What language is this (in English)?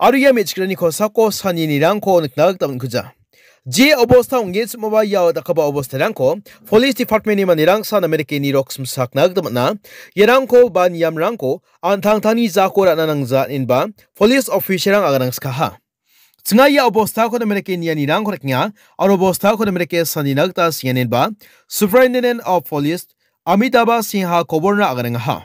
Garo